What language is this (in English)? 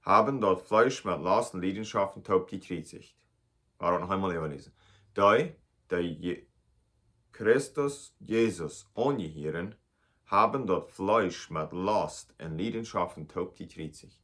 Plautdietsch